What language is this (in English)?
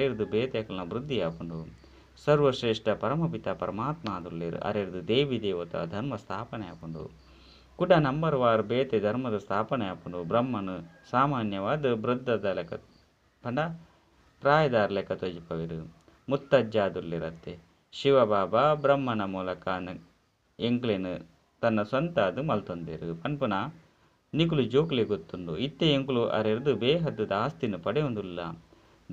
Tulu